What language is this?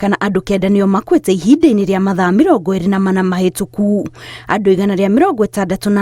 Kikuyu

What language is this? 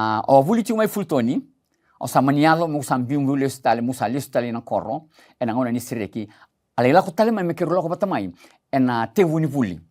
Fijian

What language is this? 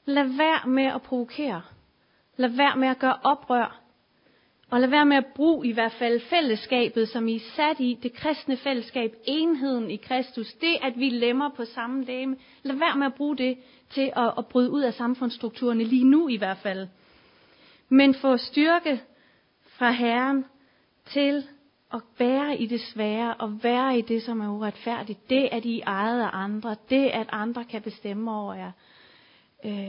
Danish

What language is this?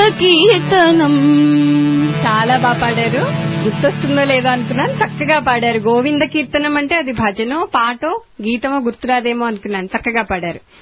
Telugu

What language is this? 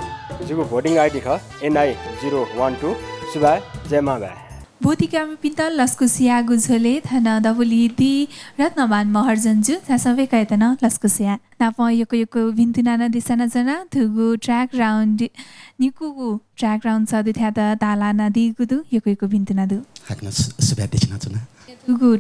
Newari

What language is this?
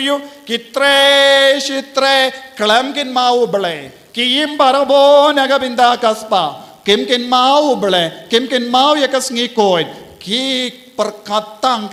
Khasi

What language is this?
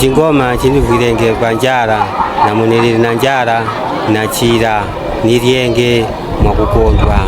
Nyanja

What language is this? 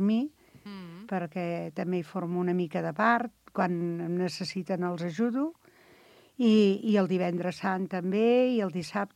Catalan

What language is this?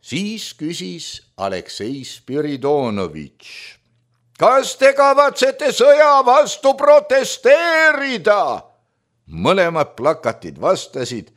Estonian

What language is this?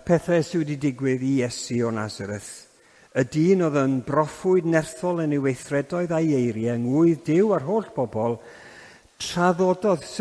Welsh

